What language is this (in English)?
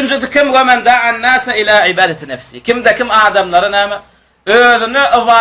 Turkmen